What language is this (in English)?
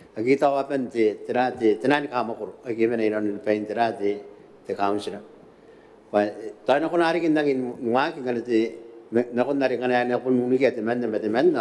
Gilbertese